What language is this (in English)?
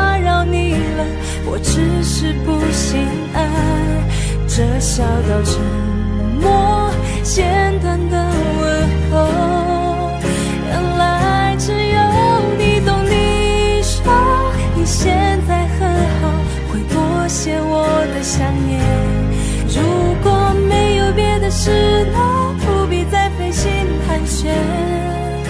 Chinese